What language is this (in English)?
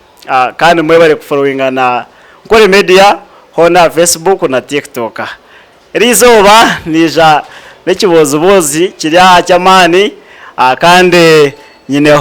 Nyankole